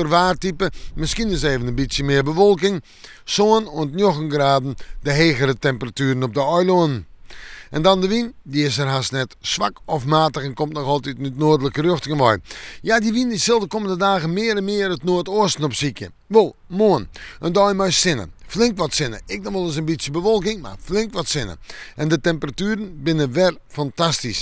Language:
Western Frisian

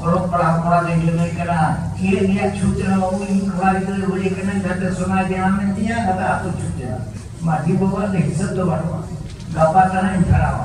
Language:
Santali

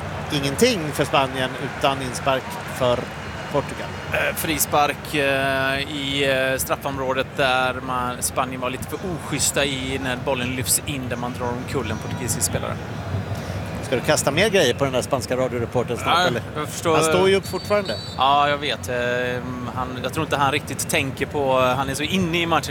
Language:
Swedish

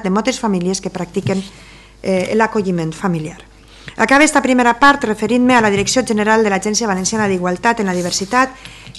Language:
Catalan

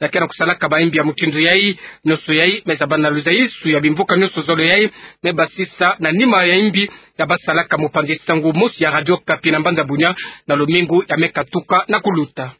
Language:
Kituba (Democratic Republic of Congo)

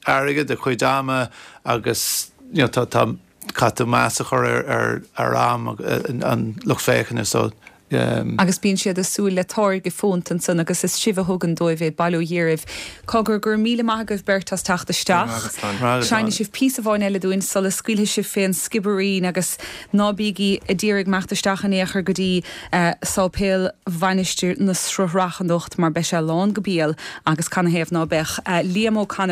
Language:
Irish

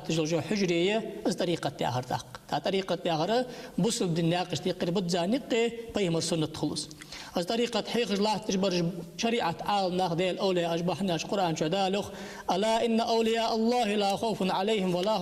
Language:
Ingush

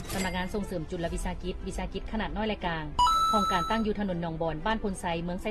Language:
Lao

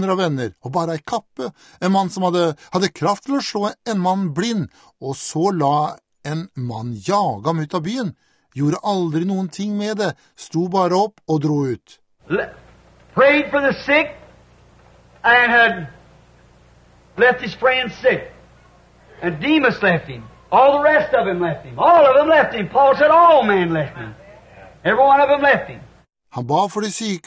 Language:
Norwegian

